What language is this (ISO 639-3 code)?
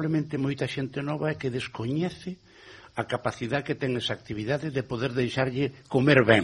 glg